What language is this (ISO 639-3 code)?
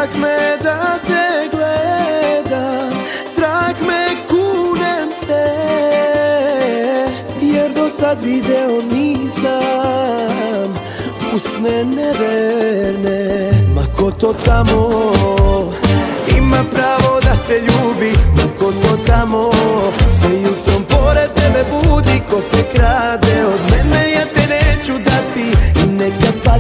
srp